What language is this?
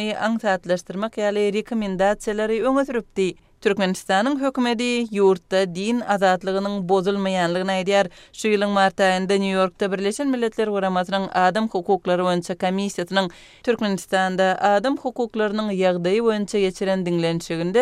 Turkmen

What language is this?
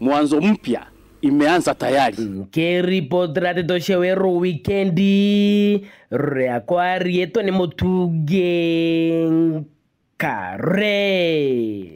Meru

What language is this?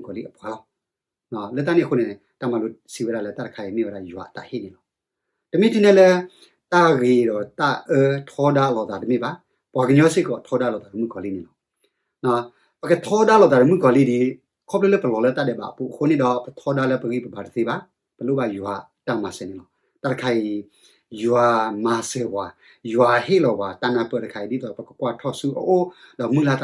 S'gaw Karen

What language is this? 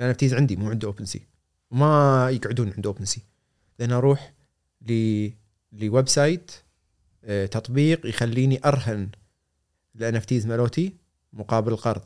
Gulf Arabic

